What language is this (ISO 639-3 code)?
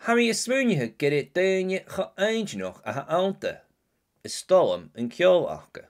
gla